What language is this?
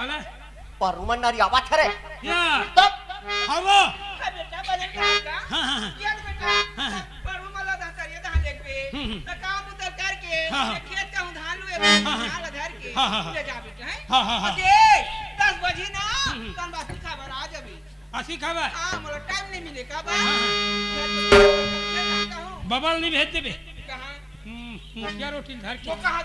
Chhattisgarhi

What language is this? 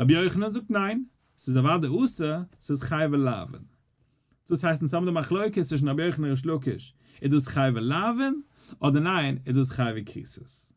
Yiddish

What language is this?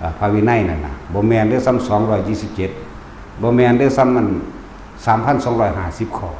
Northeastern Thai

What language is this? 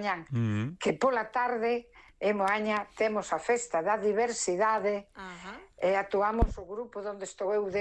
Galician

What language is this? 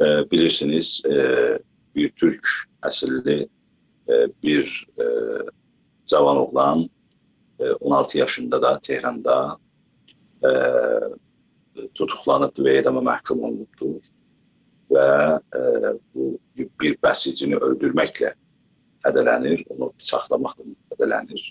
South Azerbaijani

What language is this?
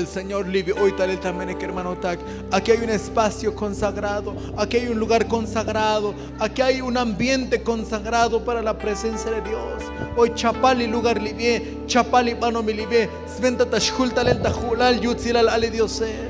Tzotzil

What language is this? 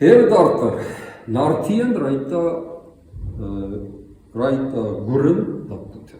Ossetic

